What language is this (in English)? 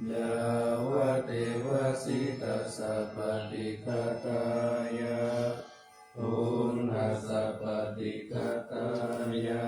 Pali